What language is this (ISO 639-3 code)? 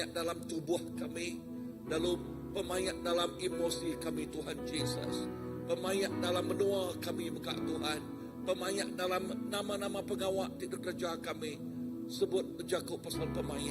iba